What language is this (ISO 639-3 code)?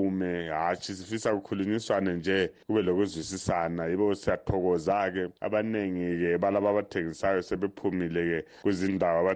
nde